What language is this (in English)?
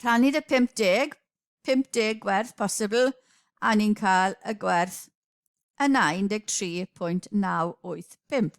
Welsh